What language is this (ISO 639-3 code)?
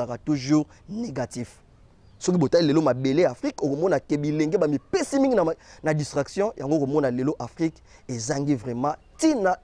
lin